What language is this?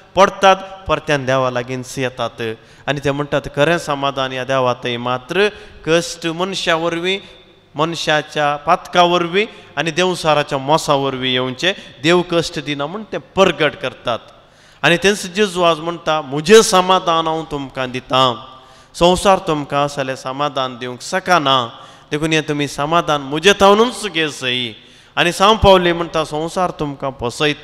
Konkani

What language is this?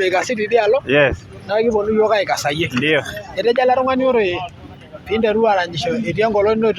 Masai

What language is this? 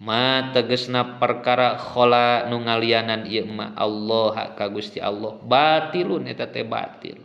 Sundanese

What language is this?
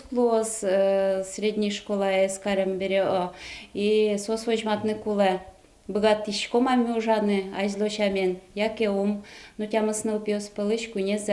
Udmurt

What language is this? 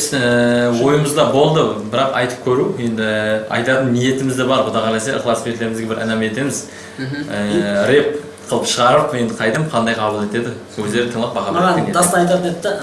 Kara-Kalpak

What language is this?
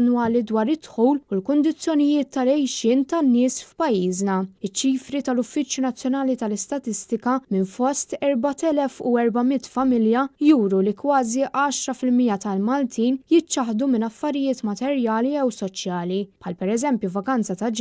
Maltese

